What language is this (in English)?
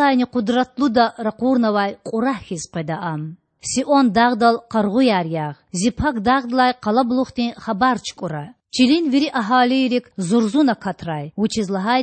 Lezghian